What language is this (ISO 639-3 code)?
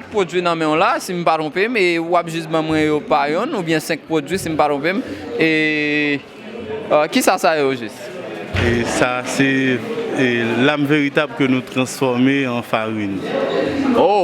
hat